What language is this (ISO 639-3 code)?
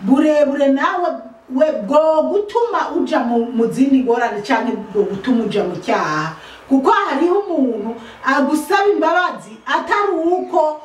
run